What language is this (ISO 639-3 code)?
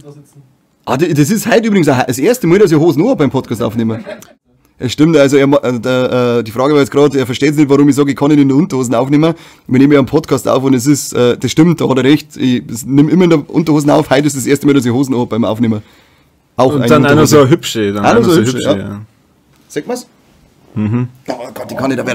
bar